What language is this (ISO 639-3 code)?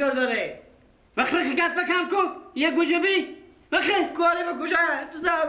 fas